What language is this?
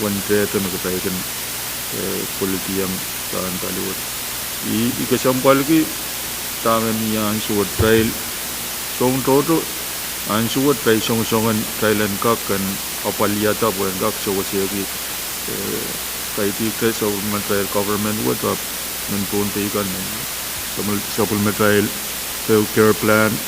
Pohnpeian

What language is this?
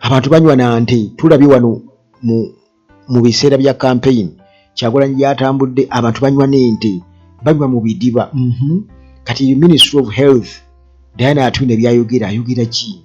Ganda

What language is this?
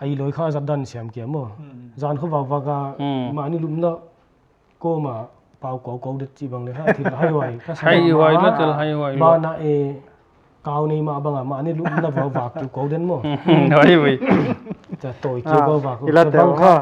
Paite Chin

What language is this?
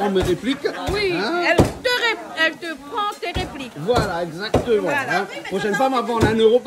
Réunion Creole French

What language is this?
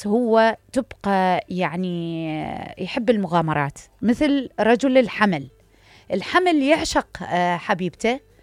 Mesopotamian Arabic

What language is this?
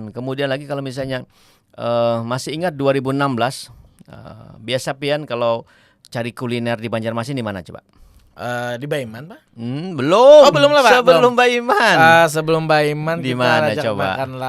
Banjar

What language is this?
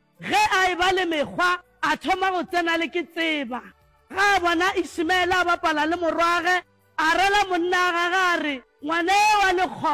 Northern Sotho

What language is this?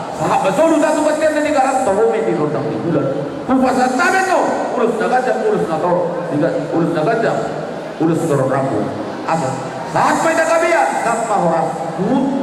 Batak Toba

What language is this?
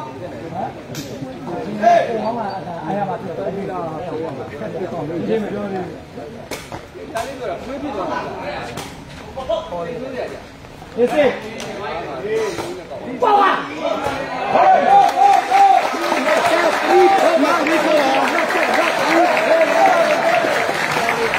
Burmese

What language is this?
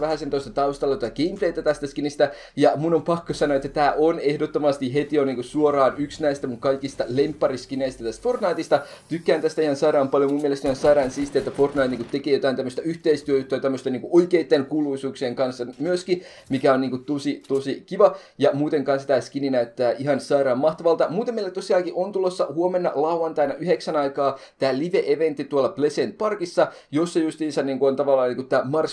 Finnish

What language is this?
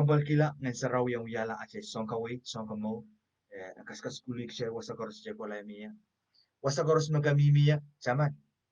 Pohnpeian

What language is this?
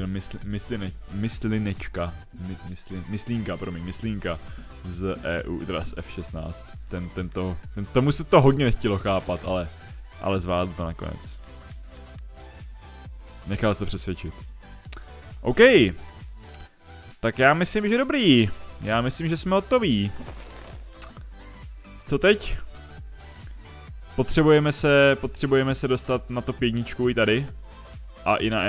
Czech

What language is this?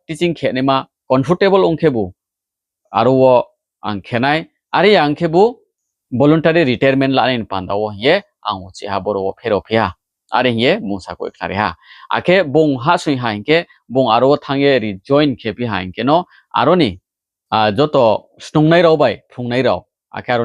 Riang (India)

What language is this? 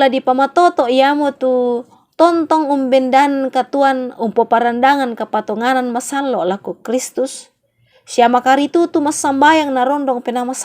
Toraja-Sa'dan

